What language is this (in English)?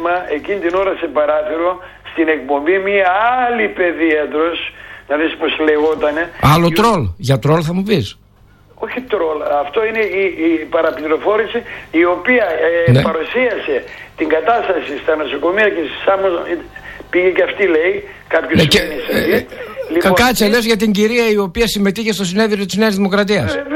Greek